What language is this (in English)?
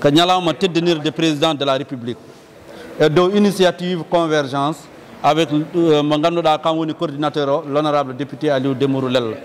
Fula